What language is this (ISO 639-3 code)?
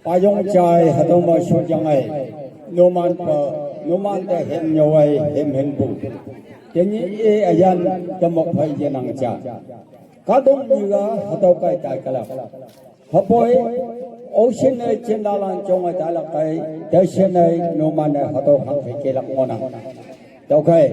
nag